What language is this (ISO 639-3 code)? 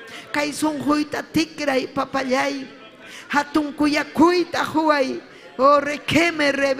quy